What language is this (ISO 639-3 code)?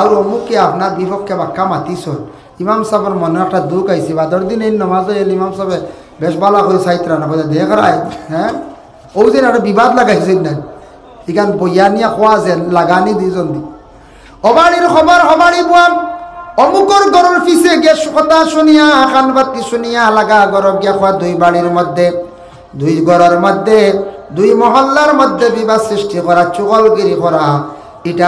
syl